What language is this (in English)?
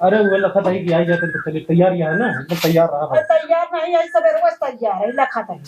Awadhi